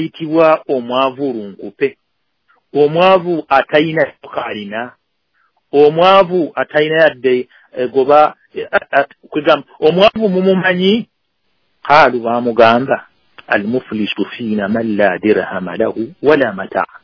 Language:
Ganda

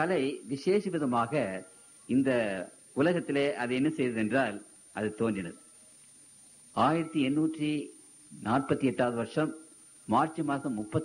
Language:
Tamil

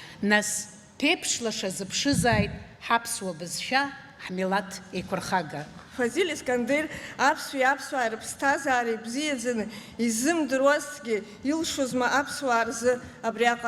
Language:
Abkhazian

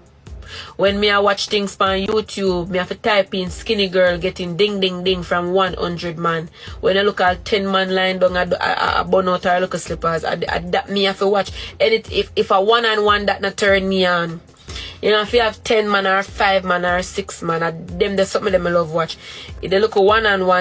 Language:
Jamaican Creole English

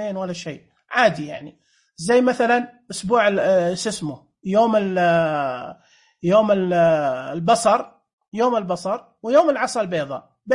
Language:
Najdi Arabic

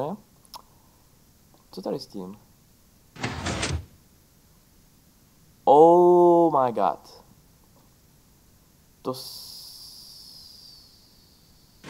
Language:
Czech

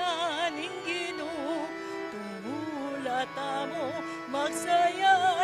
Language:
Pampanga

